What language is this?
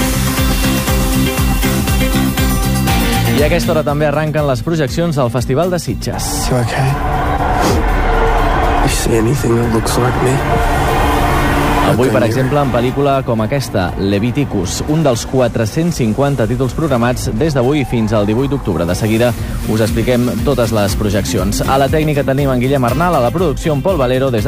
Catalan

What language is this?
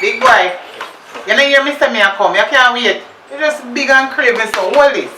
Jamaican Creole English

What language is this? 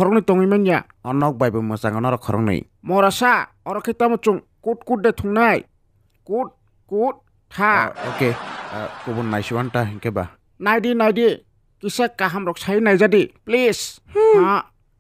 Kok Borok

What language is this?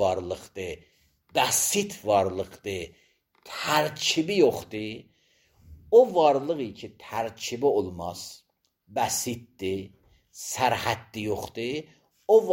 Azerbaijani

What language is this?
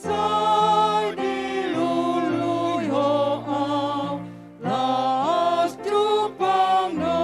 Batak Toba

